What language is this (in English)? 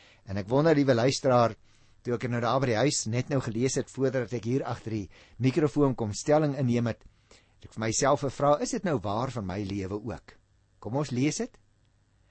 Afrikaans